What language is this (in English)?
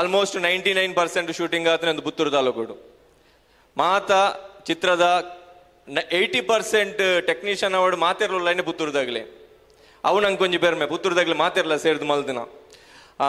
Tulu